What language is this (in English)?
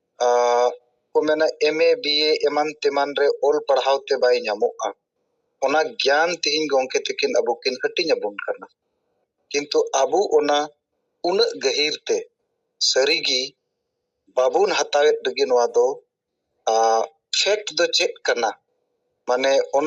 Santali